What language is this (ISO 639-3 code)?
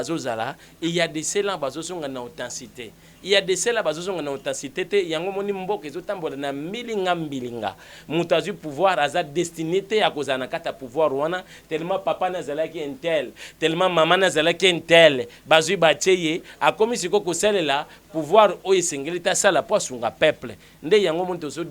lin